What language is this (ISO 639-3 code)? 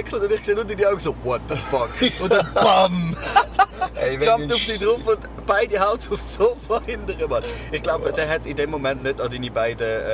gsw